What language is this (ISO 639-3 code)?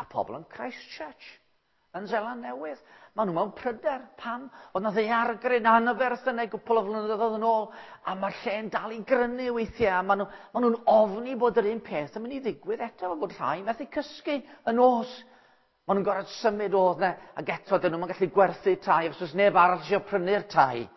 cym